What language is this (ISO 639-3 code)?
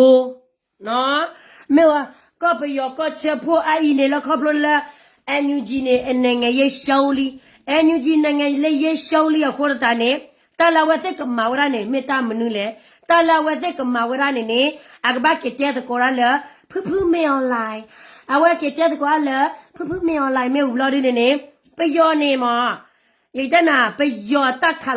ksw